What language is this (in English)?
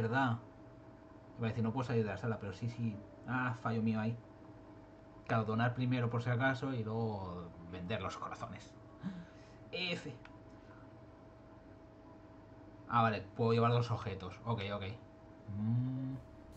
Spanish